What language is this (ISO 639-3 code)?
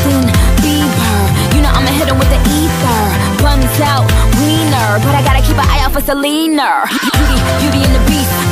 eng